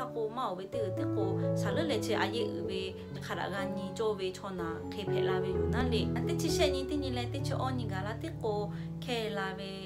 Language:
Lahu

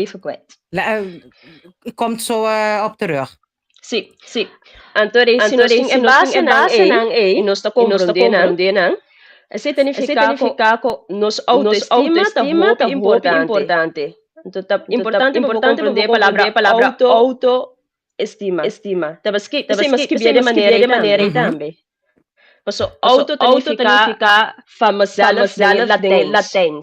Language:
Papiamento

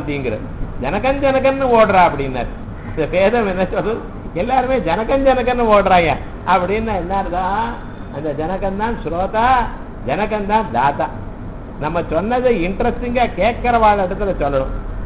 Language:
Tamil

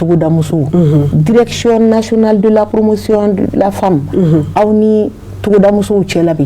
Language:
Bambara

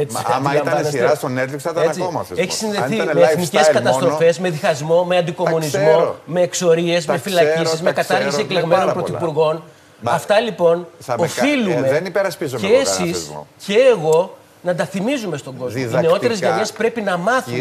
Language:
Greek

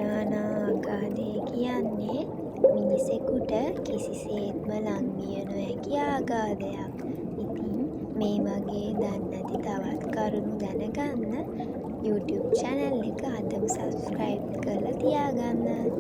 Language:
Sinhala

